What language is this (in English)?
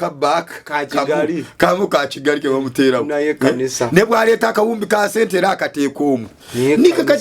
Ganda